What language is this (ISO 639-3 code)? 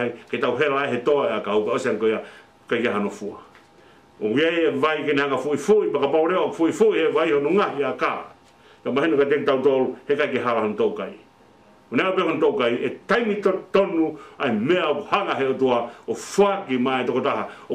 ton